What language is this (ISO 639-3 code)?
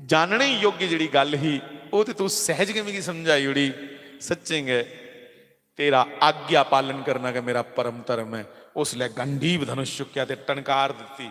doi